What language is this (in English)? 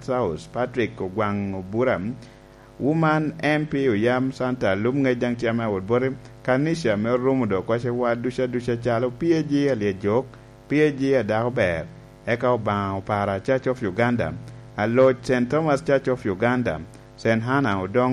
Lango (Uganda)